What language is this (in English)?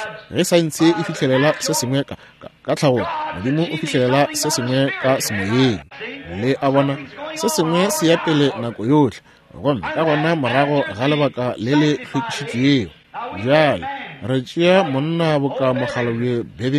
Northern Sotho